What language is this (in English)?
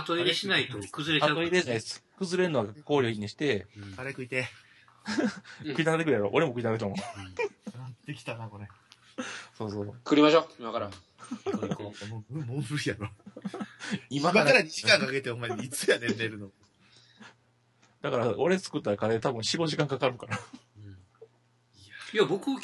Japanese